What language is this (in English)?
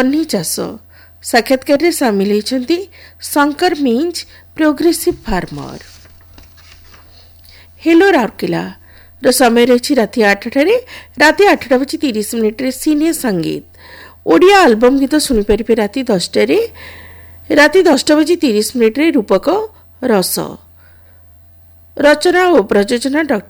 Odia